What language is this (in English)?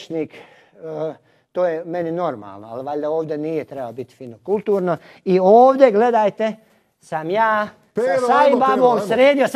Croatian